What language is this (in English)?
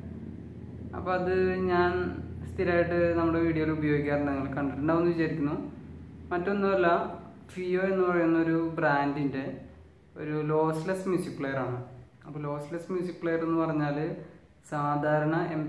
Malayalam